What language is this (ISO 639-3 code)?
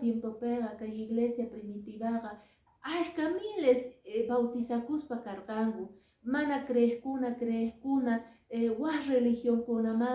que